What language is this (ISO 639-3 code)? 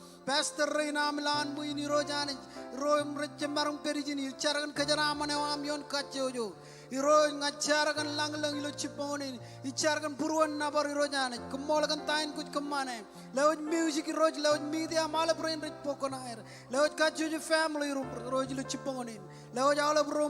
mah